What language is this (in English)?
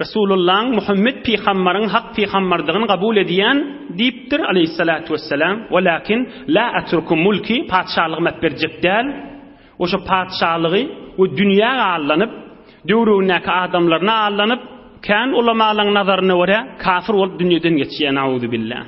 Turkmen